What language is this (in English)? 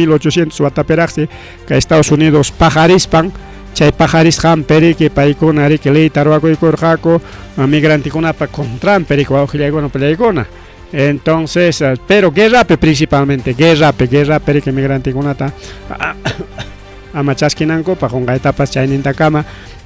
Ayacucho Quechua